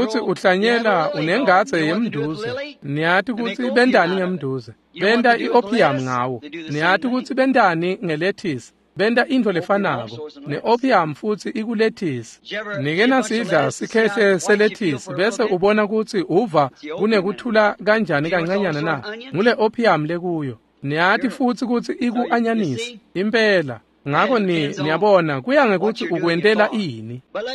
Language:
Swati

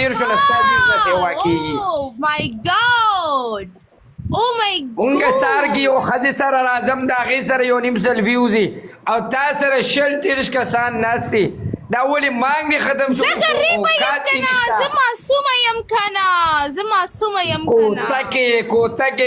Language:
Pashto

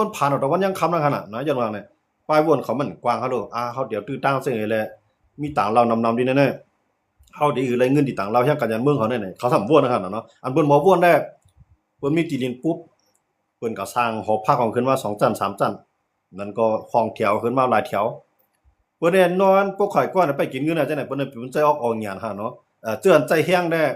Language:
Shan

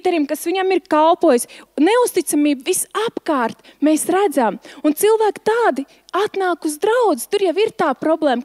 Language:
Latvian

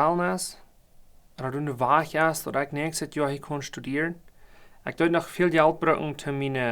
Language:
Plautdietsch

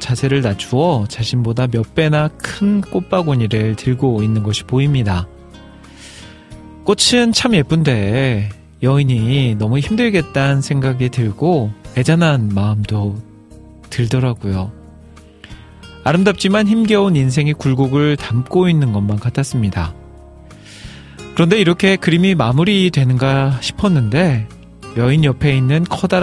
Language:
Korean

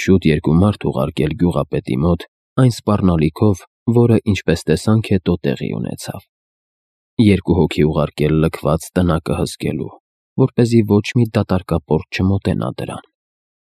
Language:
Armenian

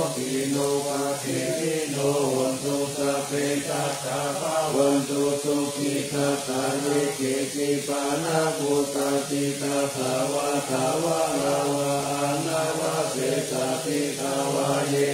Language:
Pali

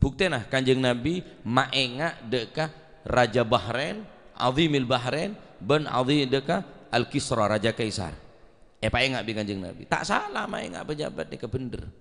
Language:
Madurese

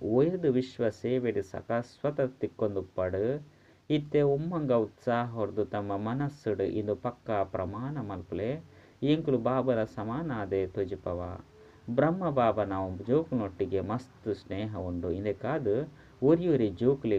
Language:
Tulu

